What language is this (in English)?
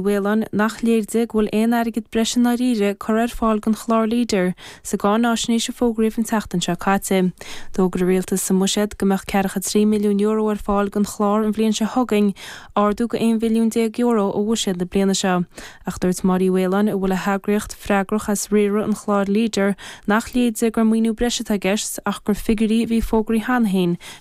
Irish